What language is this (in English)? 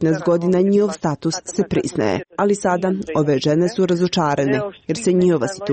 Croatian